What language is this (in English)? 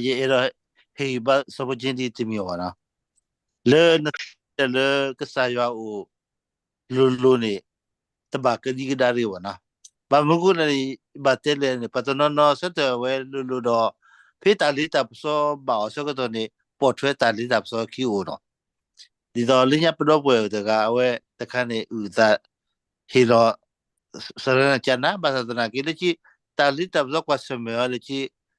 S'gaw Karen